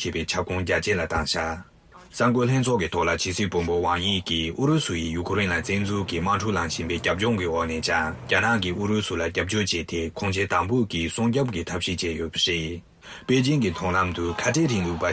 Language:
Tibetan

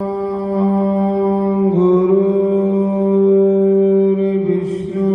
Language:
Dogri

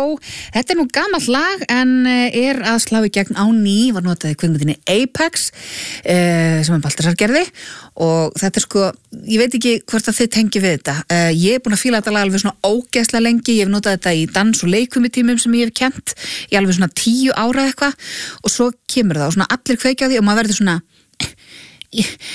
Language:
Icelandic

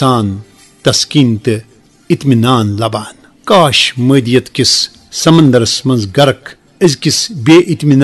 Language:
Kashmiri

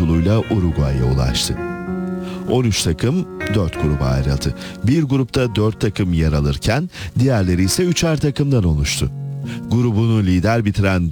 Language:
Turkish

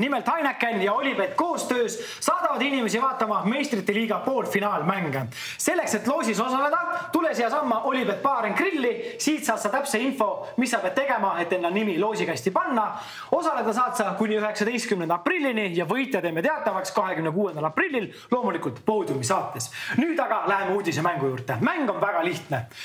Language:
Estonian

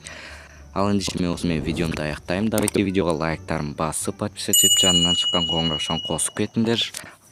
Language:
Kazakh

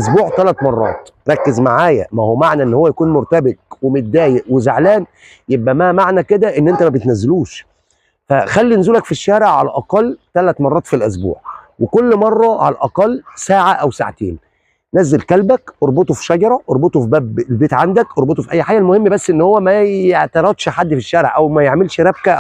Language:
Egyptian Arabic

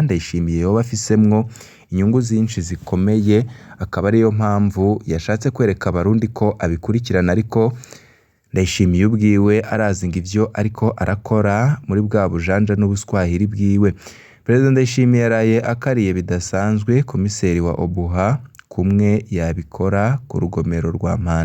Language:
Rundi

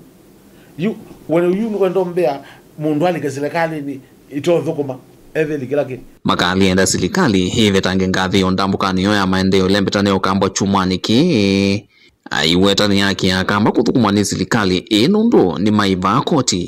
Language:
Kamba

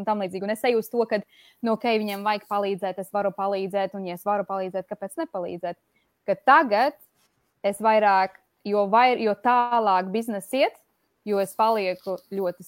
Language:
Latvian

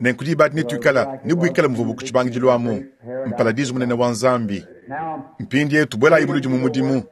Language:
Luba-Lulua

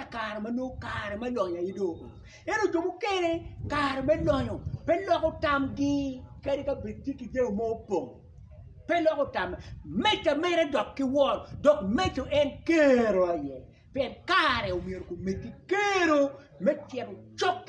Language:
Acoli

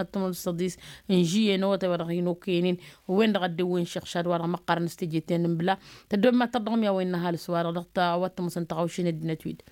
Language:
Tamasheq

